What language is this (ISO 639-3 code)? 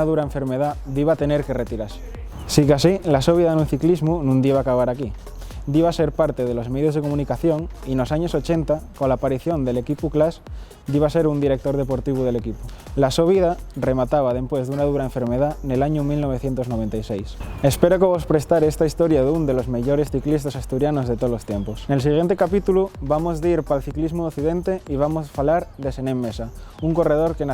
ast